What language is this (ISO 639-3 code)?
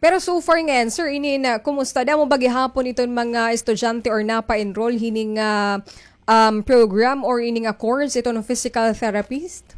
war